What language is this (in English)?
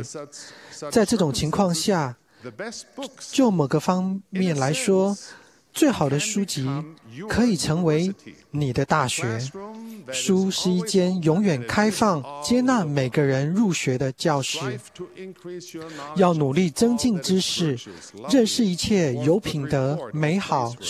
Chinese